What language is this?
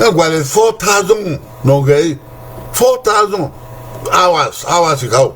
Bini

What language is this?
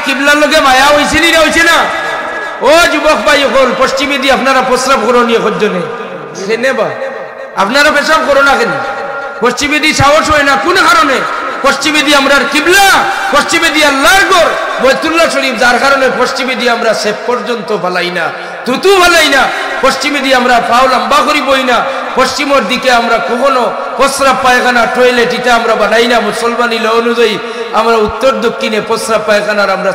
Sylheti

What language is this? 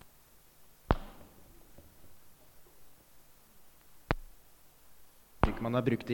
Norwegian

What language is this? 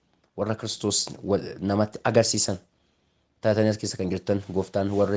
Oromo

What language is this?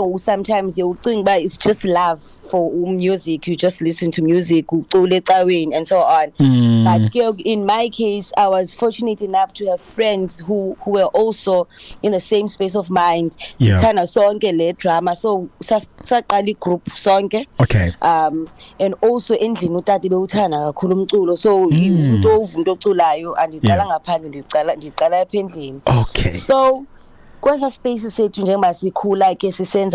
Xhosa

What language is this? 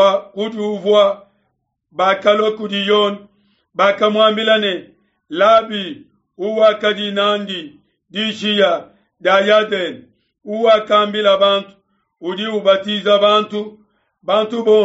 Luba-Lulua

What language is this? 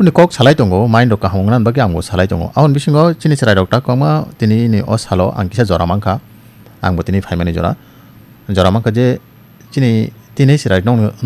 Kok Borok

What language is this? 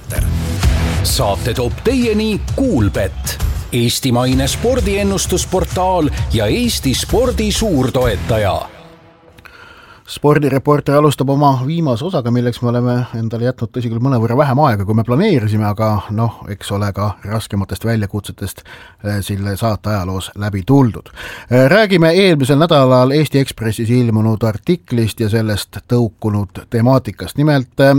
Estonian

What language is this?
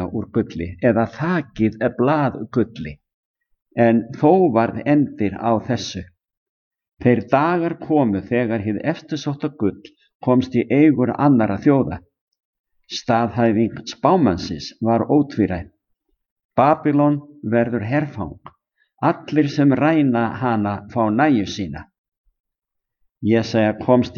Icelandic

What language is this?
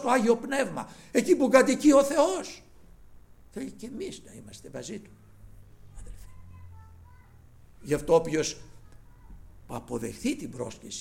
Greek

